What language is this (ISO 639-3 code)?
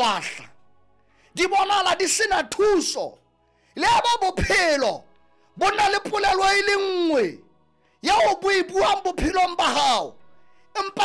sot